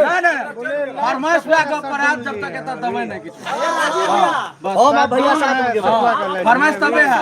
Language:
Maithili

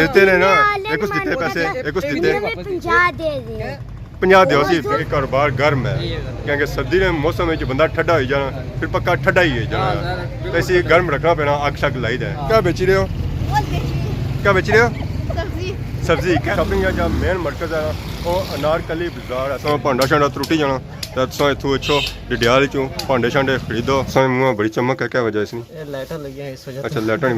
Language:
Pahari-Potwari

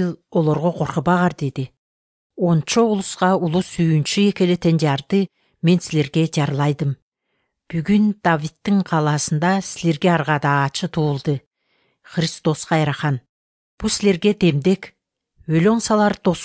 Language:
Kyrgyz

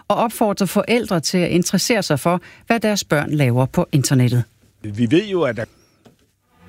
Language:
Danish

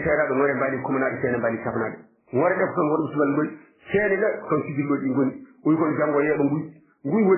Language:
Fula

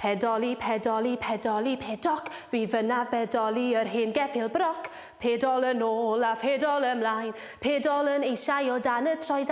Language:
Welsh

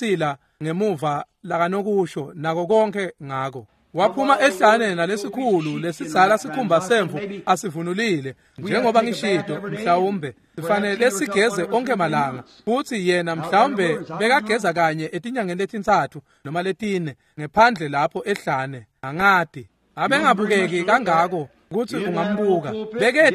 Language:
Swati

